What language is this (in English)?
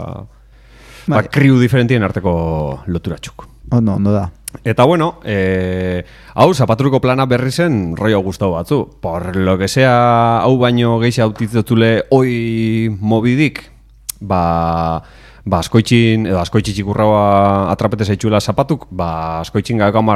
Basque